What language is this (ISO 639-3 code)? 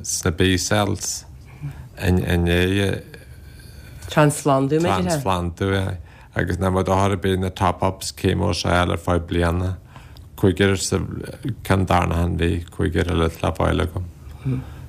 gle